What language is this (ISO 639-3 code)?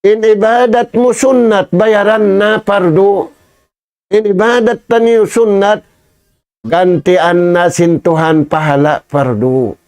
tsg